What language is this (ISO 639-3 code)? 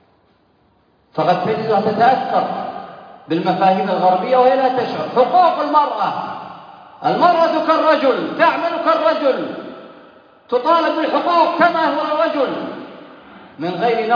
ara